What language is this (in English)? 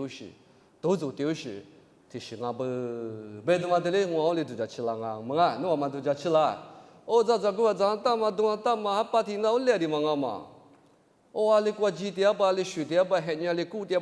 Lisu